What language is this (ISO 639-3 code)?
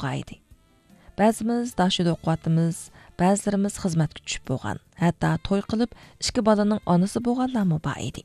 uig